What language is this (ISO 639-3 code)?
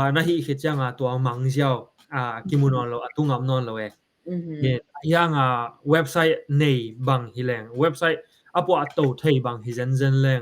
ctd